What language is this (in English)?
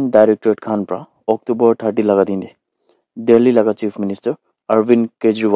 Naga Pidgin